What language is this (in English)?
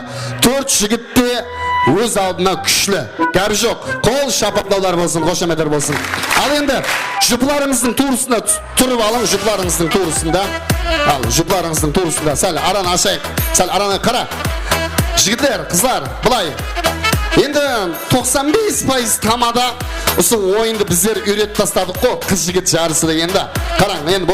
Kara-Kalpak